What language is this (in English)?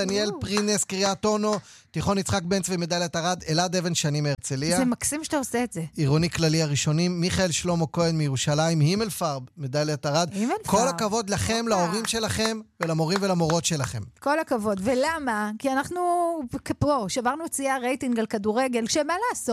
Hebrew